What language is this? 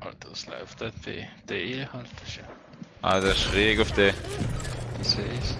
Swiss German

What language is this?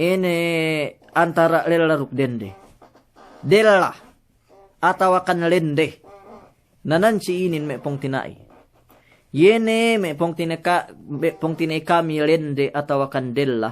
Yakan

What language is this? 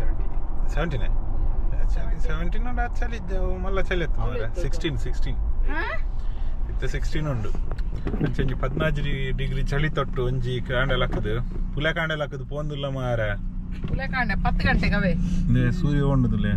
Tulu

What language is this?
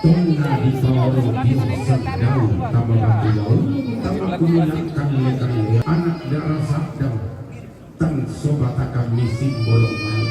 Toraja-Sa'dan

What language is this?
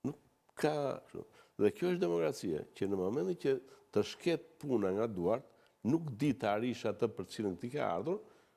Albanian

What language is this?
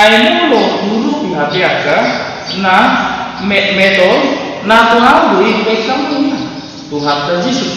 Batak Toba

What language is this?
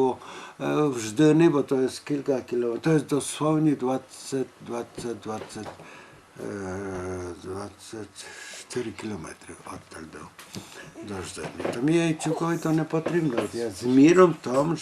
Rusyn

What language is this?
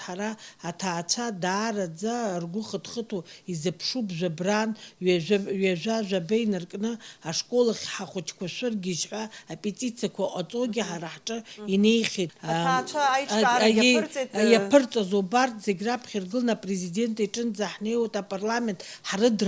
Abkhazian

